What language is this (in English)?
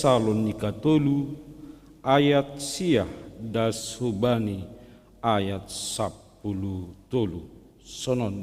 Batak Simalungun